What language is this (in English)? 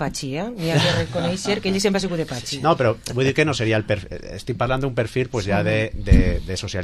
Catalan